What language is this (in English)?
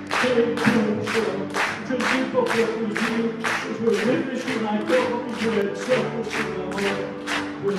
Picard